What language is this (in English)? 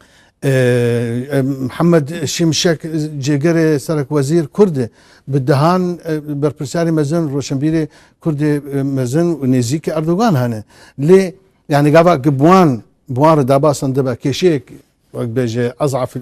Kurdish